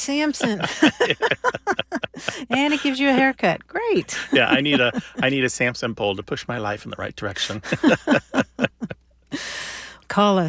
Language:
English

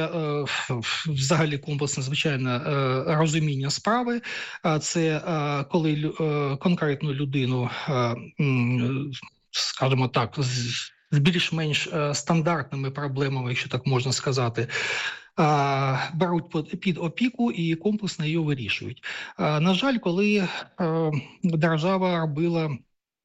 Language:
Ukrainian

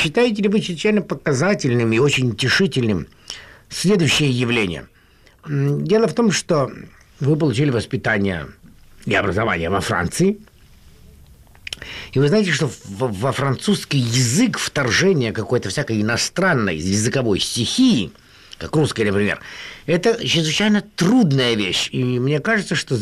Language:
Russian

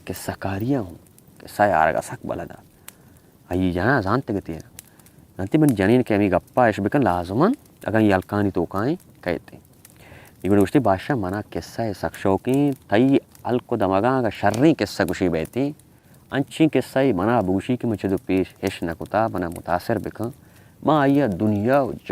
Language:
Baluchi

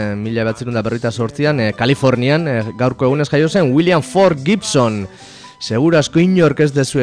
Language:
Basque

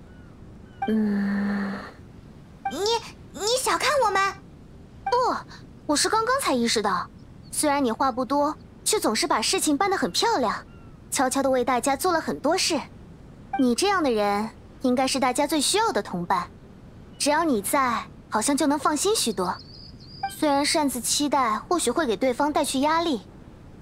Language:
Chinese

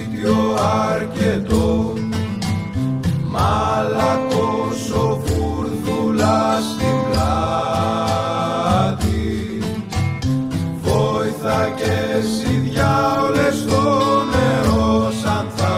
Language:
Greek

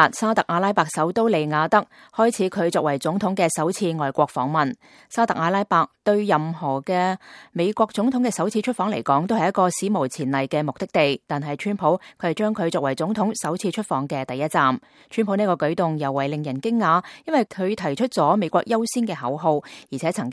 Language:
Cantonese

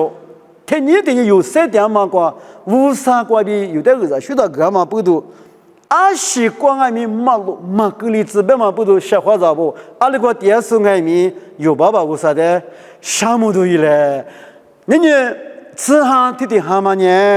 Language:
Lisu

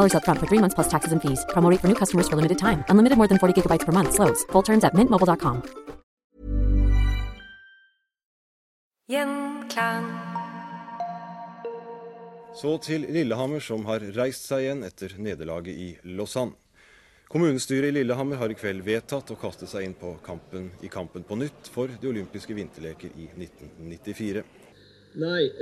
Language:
Norwegian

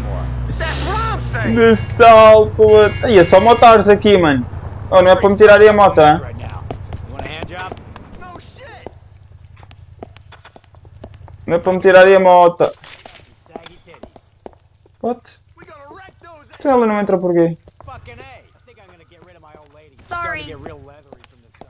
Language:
Portuguese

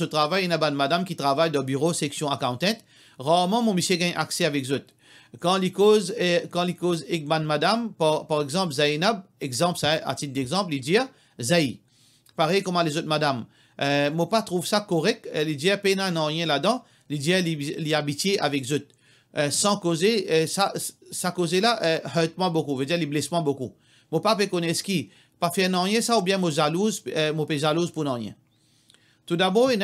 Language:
Morisyen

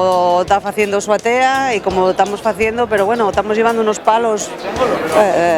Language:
Asturian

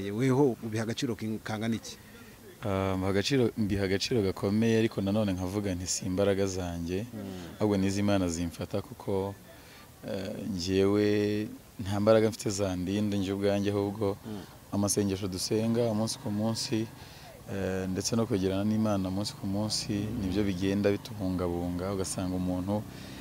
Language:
Kinyarwanda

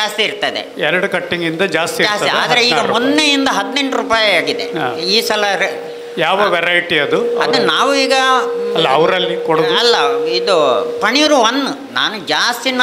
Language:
Kannada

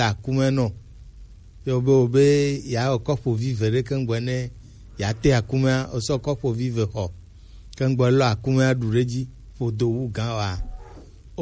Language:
Gen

